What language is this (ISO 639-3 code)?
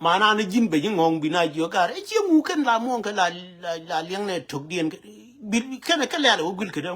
nus